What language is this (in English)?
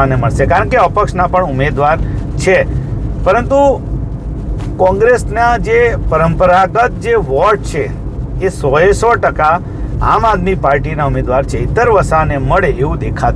Gujarati